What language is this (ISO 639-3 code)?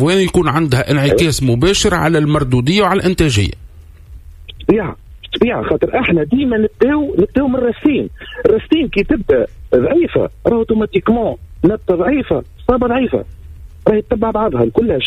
aeb